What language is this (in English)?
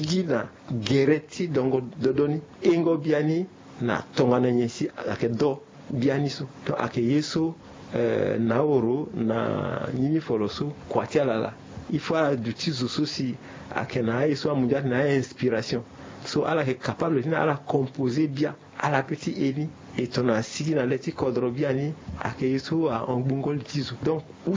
Sango